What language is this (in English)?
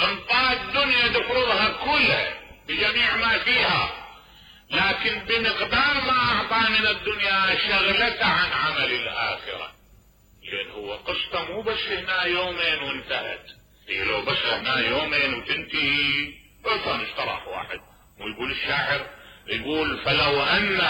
Mesopotamian Arabic